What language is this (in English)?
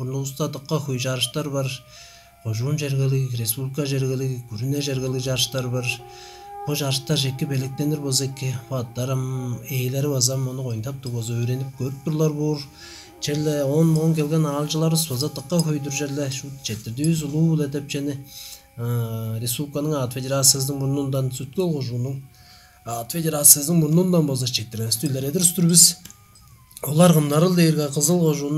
Tuvinian